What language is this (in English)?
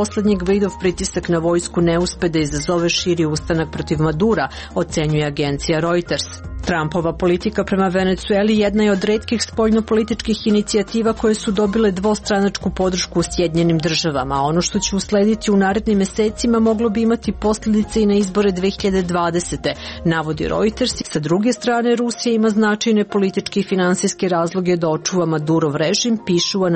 Serbian